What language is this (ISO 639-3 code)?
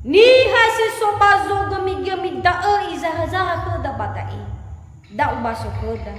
nia